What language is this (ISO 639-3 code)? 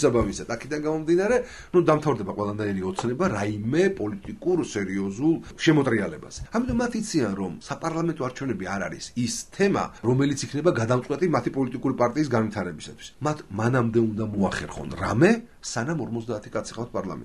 kat